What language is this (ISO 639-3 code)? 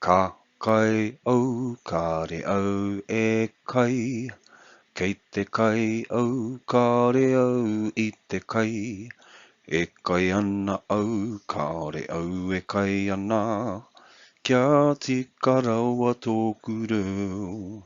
mri